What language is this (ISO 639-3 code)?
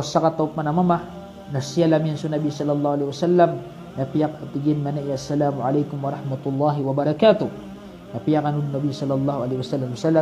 mrw